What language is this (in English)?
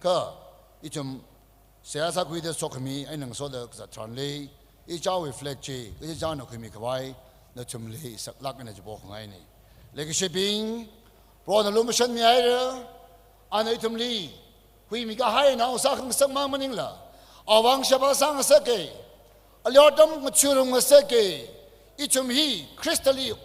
Tangkhul Naga (India)